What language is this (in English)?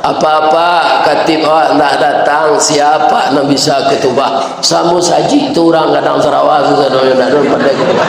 Minangkabau